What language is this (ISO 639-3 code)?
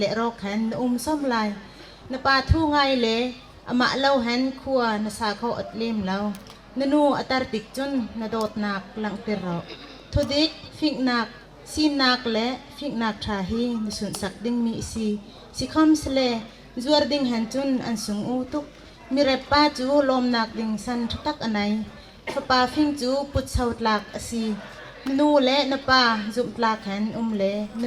bgr